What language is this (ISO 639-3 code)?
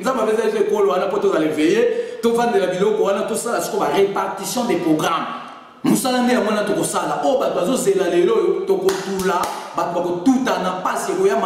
lin